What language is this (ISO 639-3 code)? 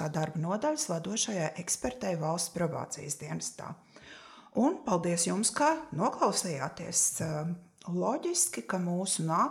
lav